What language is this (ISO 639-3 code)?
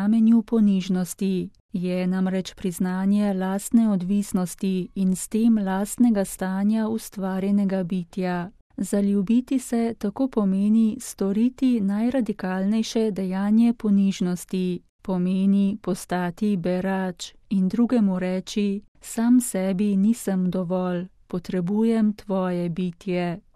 slv